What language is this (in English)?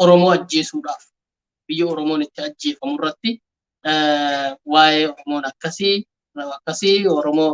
Oromo